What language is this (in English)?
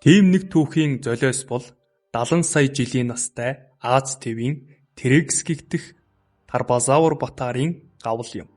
Mongolian